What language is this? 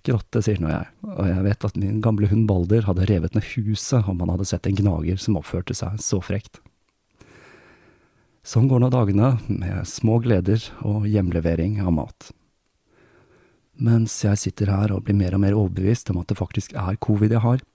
Norwegian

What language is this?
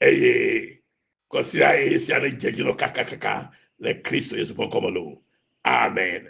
Ewe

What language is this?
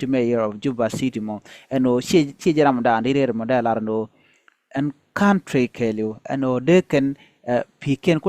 Nuer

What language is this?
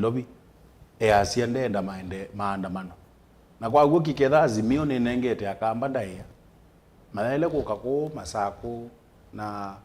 Kamba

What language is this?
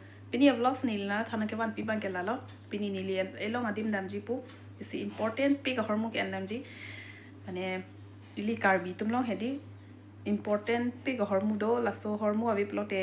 Karbi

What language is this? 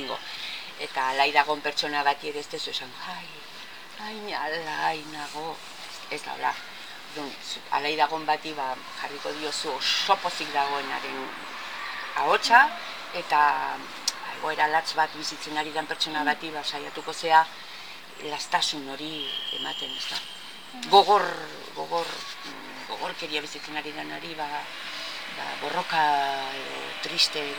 Basque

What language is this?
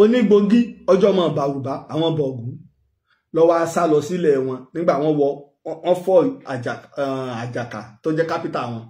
Yoruba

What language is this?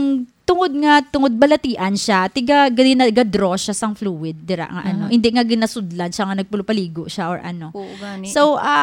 Hiligaynon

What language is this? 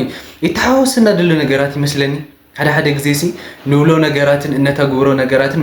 Tigrinya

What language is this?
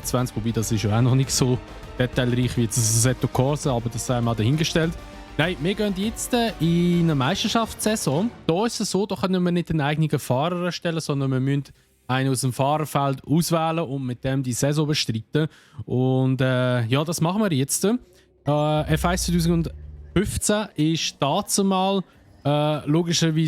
Swiss German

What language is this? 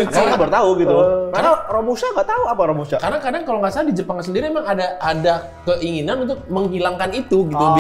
Indonesian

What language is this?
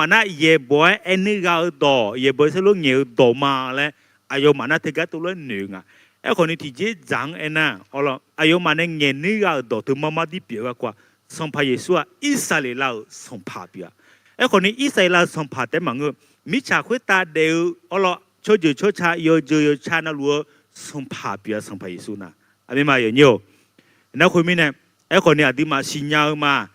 Akha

